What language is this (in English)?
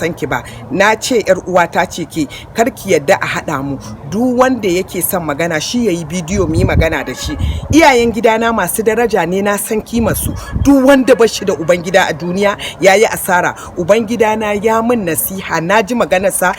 Hausa